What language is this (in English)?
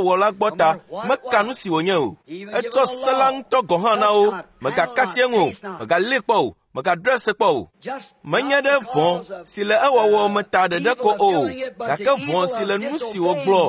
Ewe